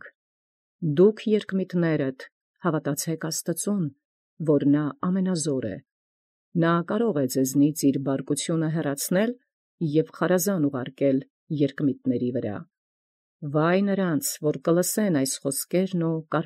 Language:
Armenian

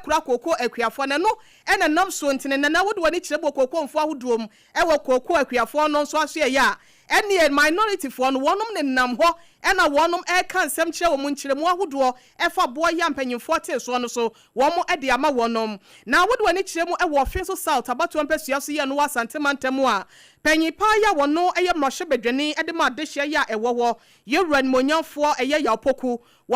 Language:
Akan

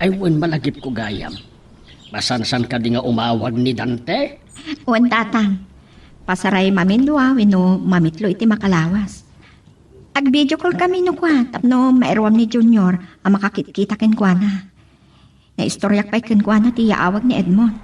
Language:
Iloko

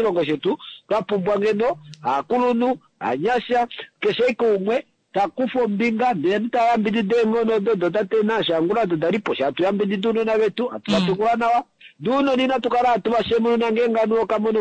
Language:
Kuanyama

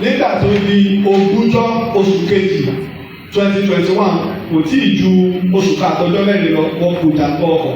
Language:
Yoruba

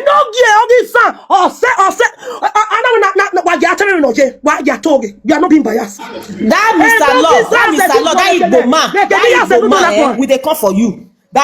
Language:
Nigerian Pidgin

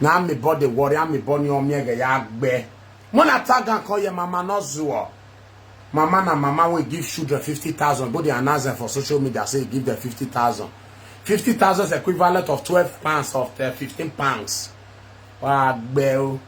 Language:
Nigerian Pidgin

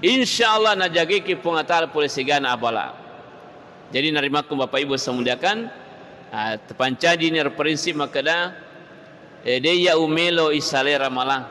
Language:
Buginese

